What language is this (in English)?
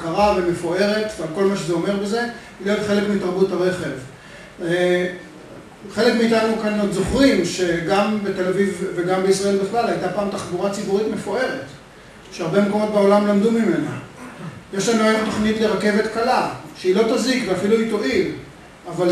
Hebrew